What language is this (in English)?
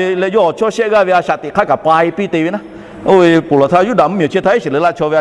Lahu